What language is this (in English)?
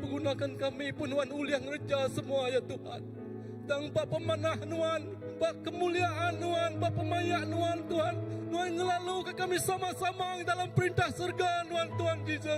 Iban